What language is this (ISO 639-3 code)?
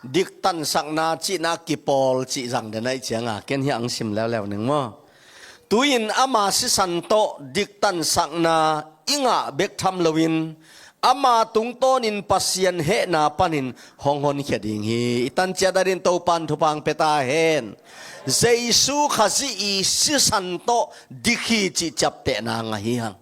ctd